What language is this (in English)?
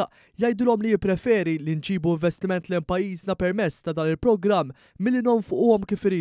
Maltese